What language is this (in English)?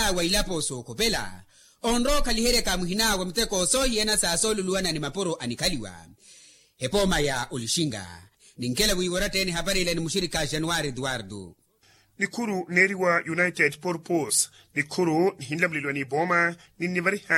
Makhuwa